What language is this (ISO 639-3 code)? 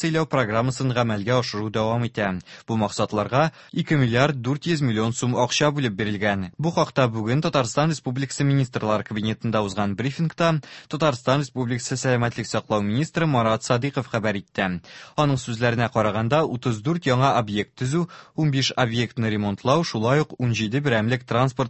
tat